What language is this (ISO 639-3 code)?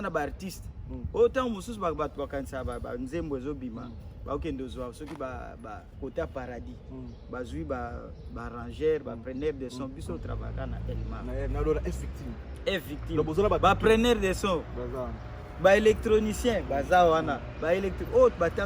lin